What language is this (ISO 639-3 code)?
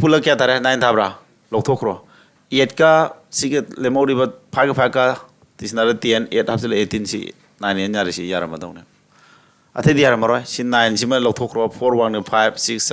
mni